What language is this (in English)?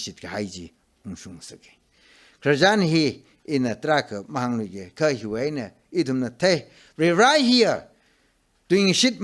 Tangkhul Naga (India)